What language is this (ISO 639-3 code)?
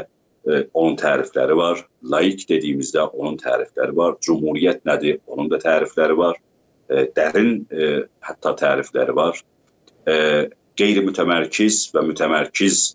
azb